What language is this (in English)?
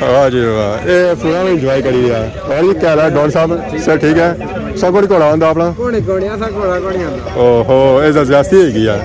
Pahari-Potwari